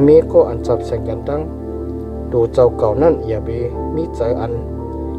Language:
Shan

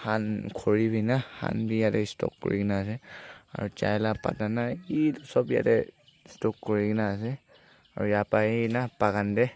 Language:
Naga Pidgin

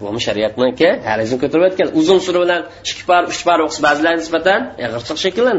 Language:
Uyghur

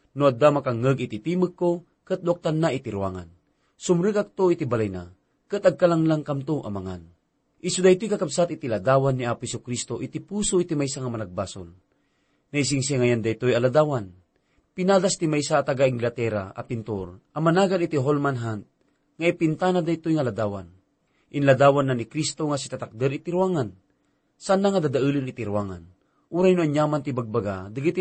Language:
Iloko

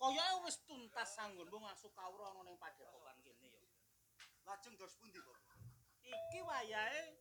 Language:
Javanese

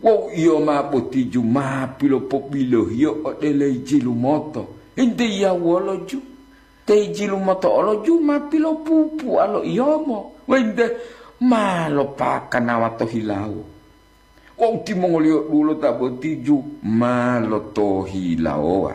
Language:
Gorontalo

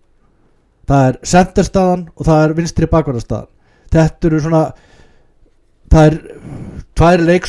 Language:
Icelandic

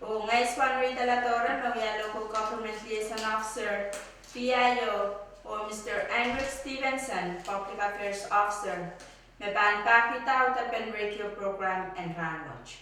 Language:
Pohnpeian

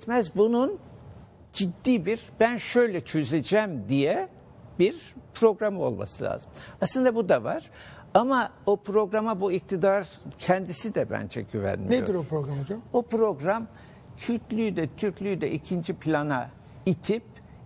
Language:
Turkish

